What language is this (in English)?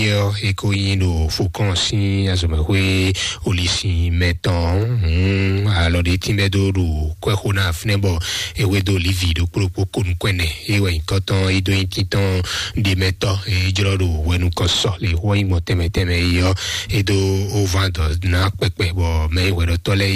Fon